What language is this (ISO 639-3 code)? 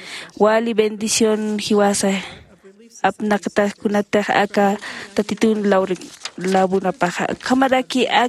aym